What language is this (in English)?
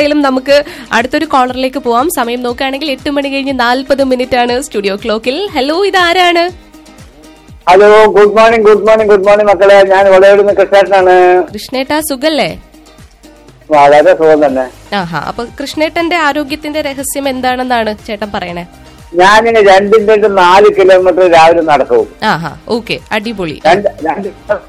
Malayalam